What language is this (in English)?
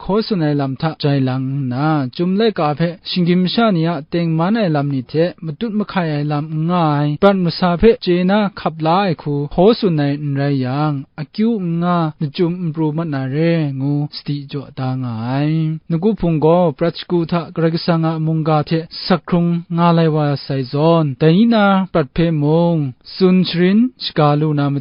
Kachin